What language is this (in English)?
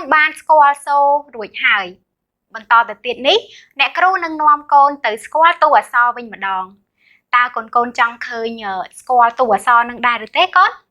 Khmer